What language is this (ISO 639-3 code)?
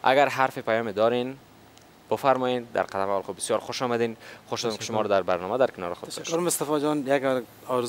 fas